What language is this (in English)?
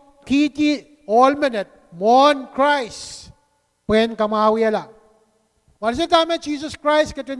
Pohnpeian